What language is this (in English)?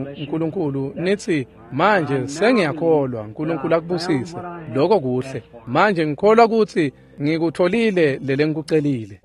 Swati